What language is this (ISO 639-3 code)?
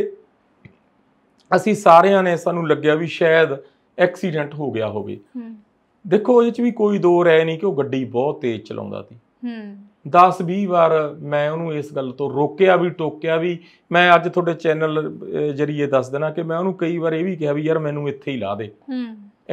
pan